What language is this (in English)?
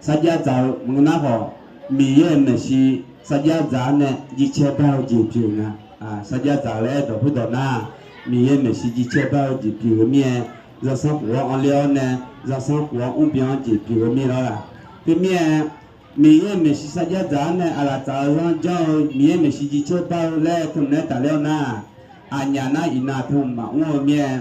Akha